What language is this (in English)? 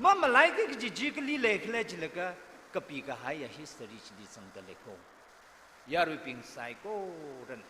Tangkhul Naga (India)